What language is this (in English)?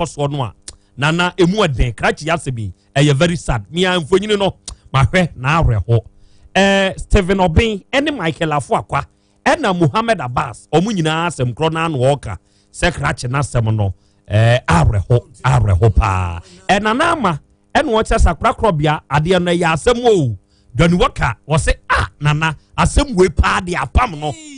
Akan